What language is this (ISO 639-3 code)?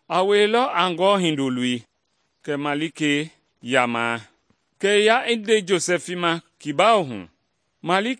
men